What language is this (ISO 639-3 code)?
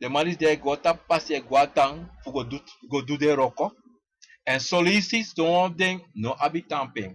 srn